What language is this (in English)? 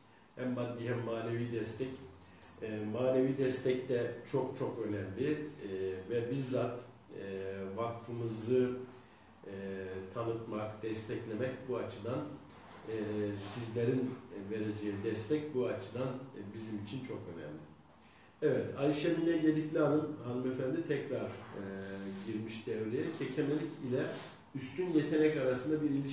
Turkish